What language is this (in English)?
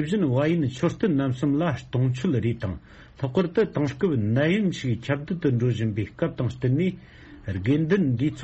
Tibetan